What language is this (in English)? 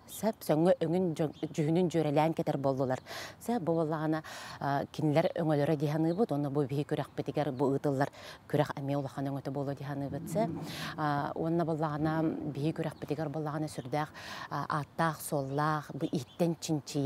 Yakut